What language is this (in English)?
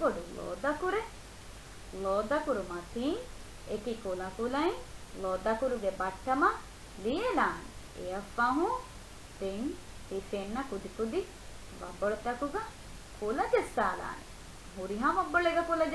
Divehi